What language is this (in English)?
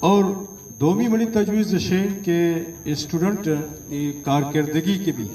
Eastern Balochi